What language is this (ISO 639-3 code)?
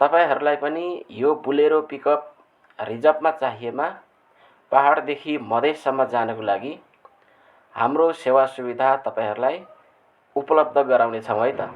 nep